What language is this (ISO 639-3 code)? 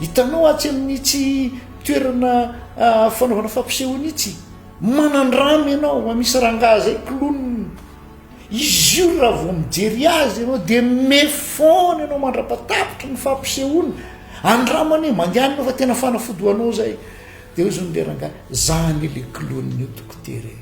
mlg